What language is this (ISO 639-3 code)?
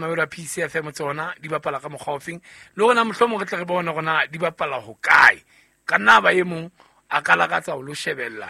sot